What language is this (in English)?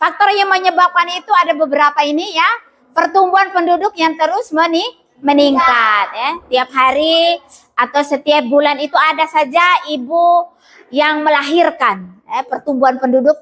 Indonesian